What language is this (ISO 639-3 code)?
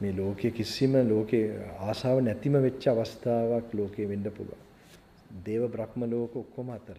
sin